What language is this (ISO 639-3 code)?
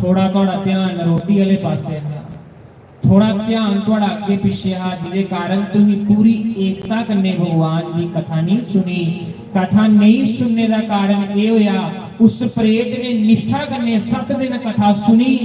doi